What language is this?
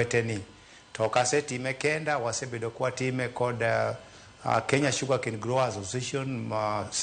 Luo (Kenya and Tanzania)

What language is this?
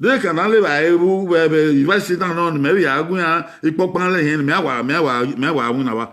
Bini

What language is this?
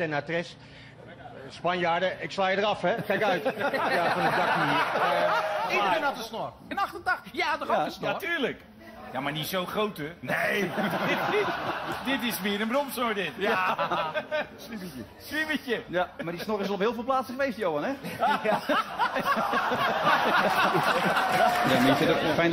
Dutch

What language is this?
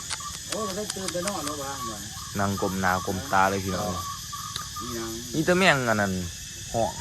Lao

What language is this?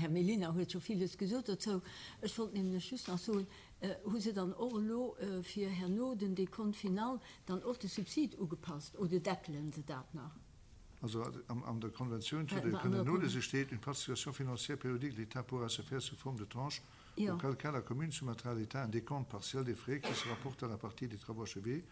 Luxembourgish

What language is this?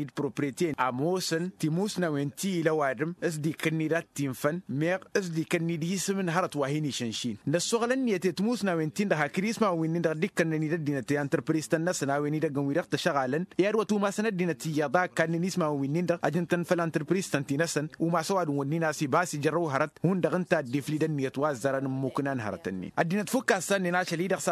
Tamasheq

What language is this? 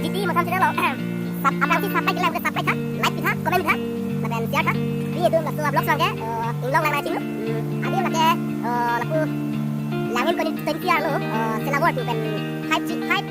Karbi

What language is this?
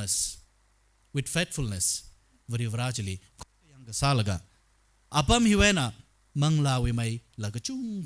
Tangkhul Naga (India)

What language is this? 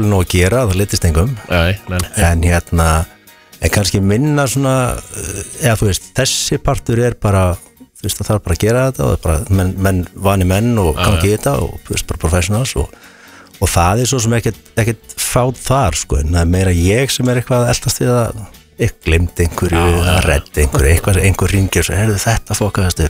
Icelandic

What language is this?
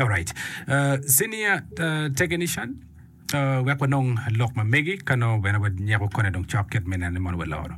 Acoli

